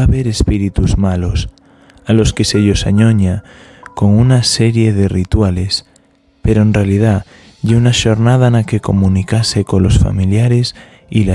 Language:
Asturian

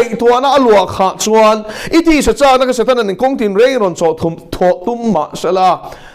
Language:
Mizo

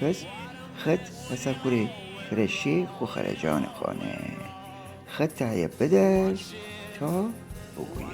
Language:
Gilaki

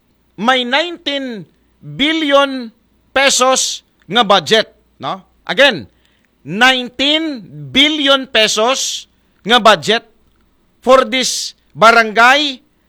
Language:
Aklanon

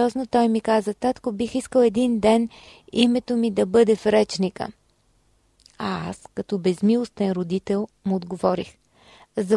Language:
Bulgarian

